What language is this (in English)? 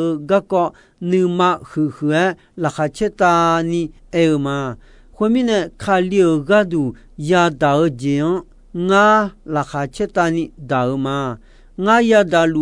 Akha